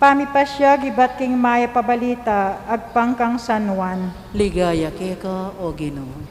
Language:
Pampanga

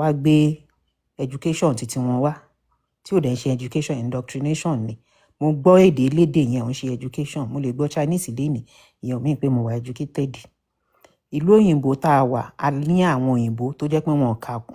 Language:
Yoruba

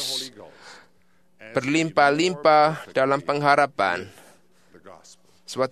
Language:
Indonesian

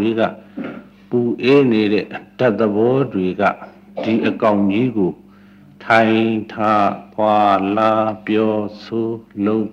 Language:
Burmese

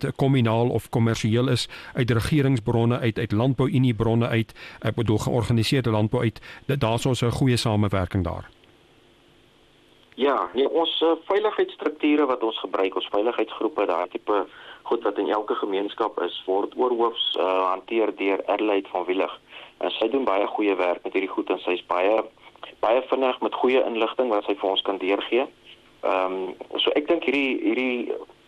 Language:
Afrikaans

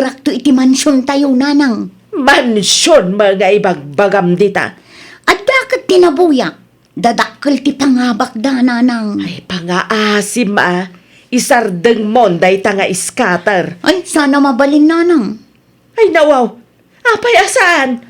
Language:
Iloko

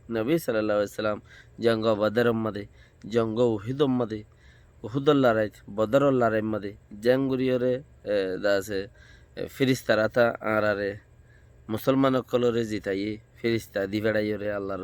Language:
Rohingya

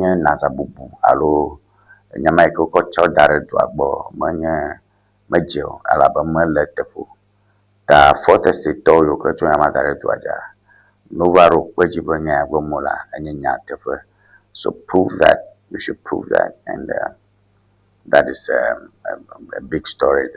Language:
Ewe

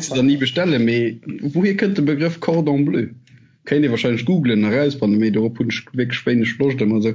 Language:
Luxembourgish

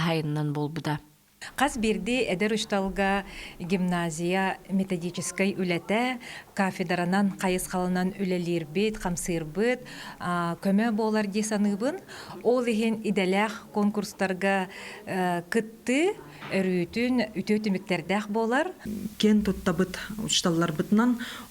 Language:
Yakut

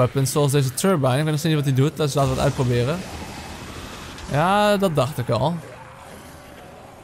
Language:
Dutch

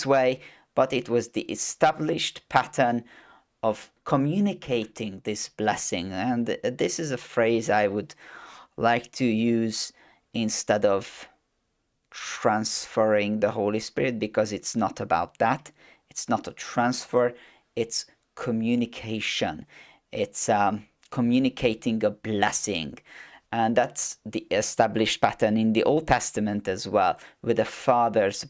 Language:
English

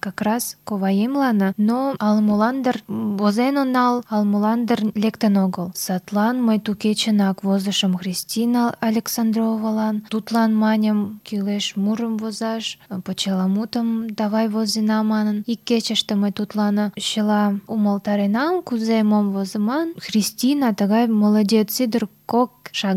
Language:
Mari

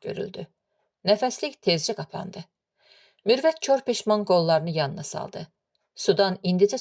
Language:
Azerbaijani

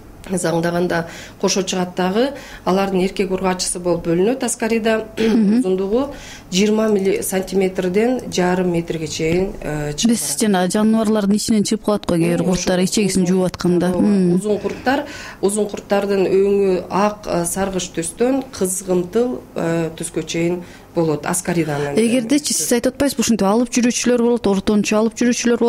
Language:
Kyrgyz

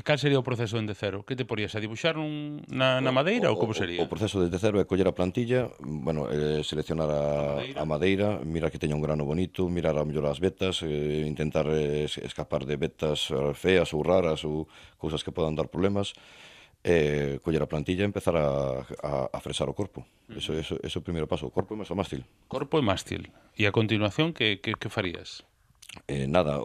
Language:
Galician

